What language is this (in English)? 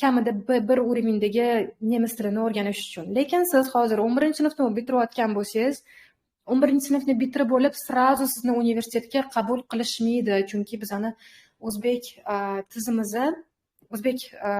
Uzbek